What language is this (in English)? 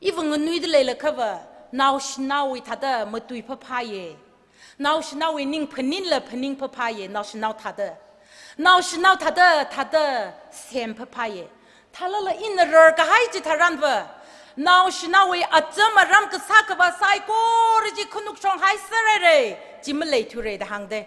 Tangkhul Naga (India)